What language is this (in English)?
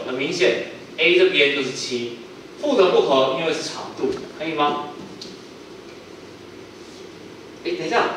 Chinese